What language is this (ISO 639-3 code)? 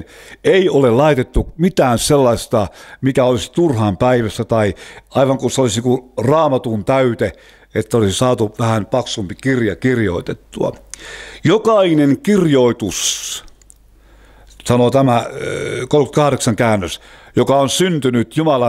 fin